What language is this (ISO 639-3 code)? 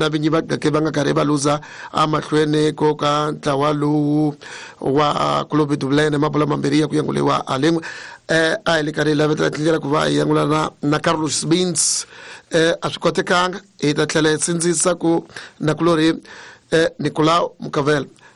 tso